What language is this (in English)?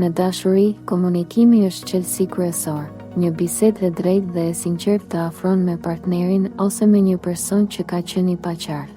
Albanian